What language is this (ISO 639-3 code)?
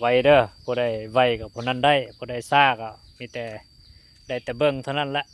lao